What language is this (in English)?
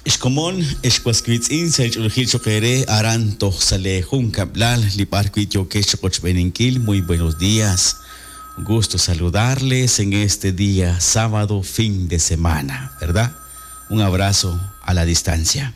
Kekchí